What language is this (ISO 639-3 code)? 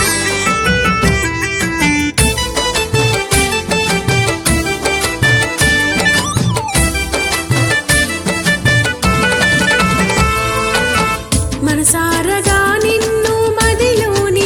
tel